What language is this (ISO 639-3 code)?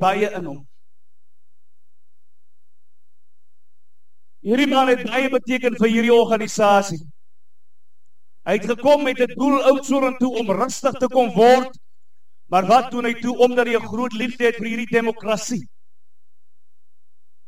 afr